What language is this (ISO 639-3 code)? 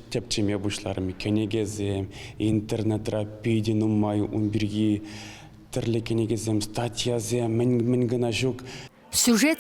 chv